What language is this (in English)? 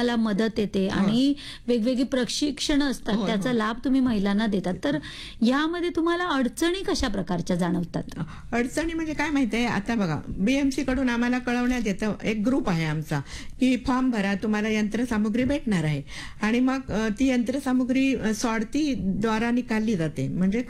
Marathi